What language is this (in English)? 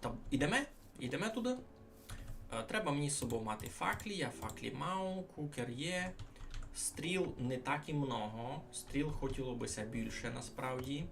Rusyn